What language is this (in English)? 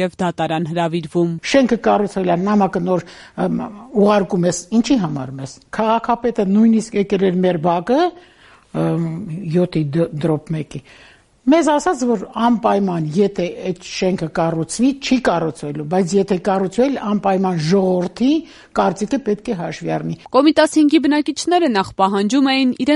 Armenian